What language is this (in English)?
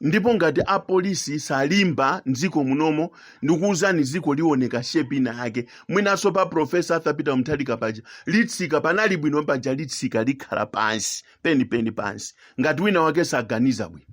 Nyanja